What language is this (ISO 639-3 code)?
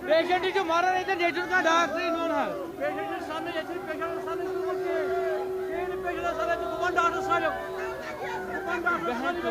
kas